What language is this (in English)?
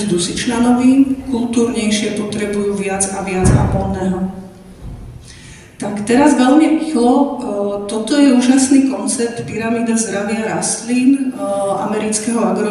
Slovak